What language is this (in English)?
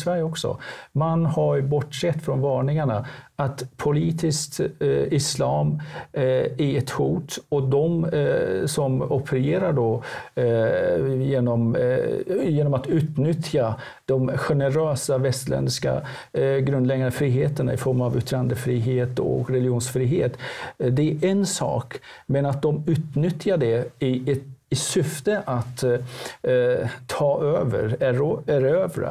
Swedish